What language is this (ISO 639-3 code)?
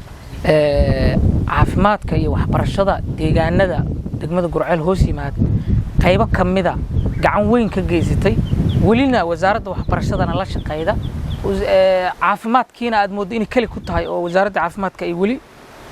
som